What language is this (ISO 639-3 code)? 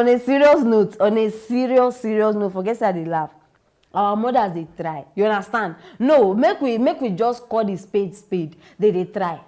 pcm